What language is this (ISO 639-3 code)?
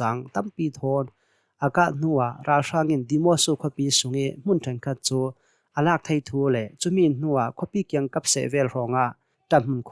cnh